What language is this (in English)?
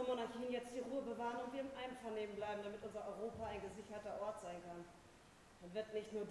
German